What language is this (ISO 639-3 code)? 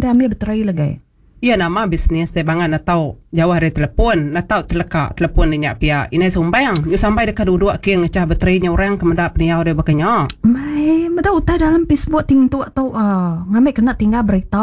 iba